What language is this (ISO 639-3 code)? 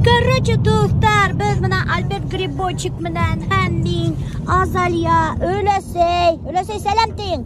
bak